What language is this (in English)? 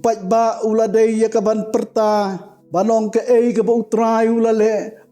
Khasi